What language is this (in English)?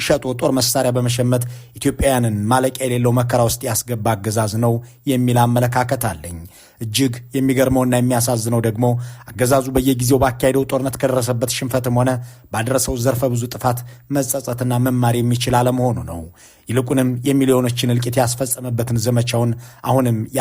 Amharic